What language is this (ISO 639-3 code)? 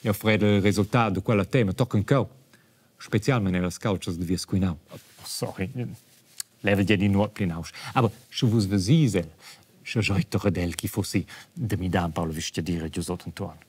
roh